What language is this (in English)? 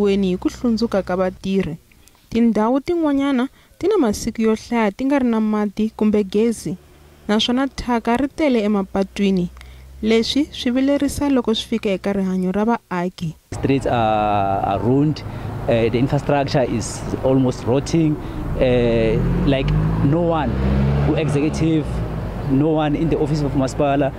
Tsonga